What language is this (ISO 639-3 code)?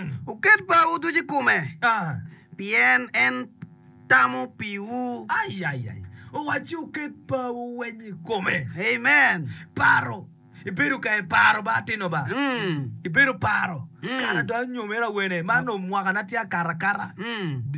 ach